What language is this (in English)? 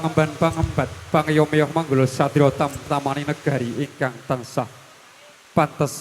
Javanese